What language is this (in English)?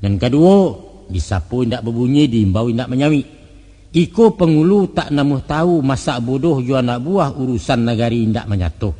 Minangkabau